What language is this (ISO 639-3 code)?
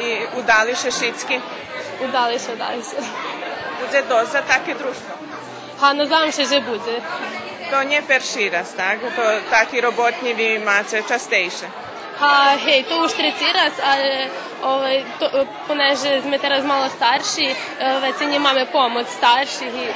rue